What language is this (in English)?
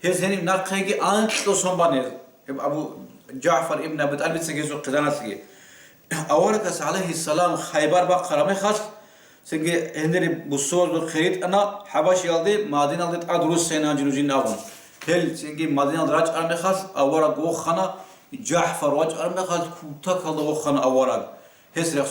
Avaric